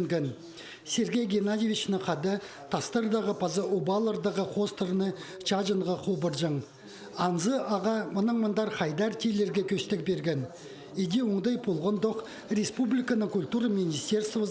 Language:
Khakas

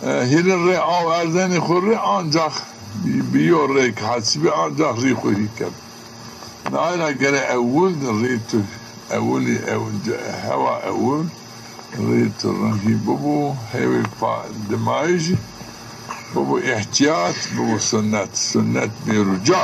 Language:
Zaza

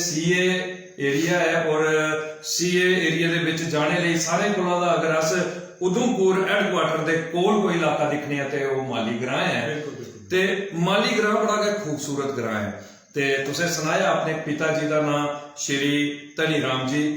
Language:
Dogri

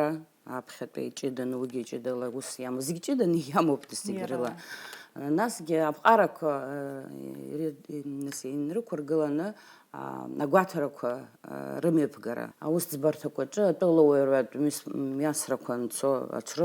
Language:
Abkhazian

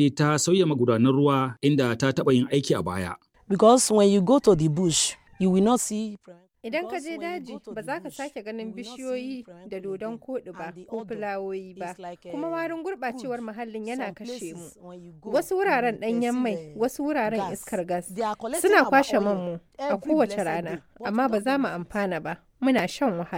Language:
Hausa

